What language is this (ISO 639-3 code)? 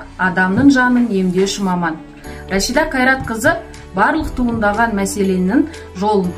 kaz